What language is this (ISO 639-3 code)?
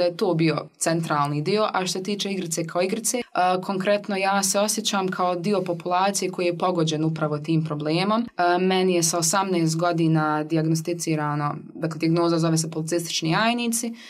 bos